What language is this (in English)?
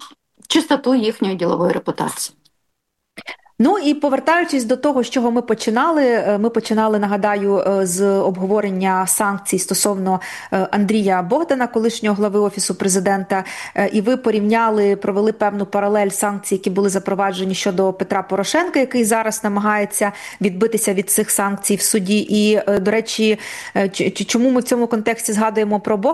Ukrainian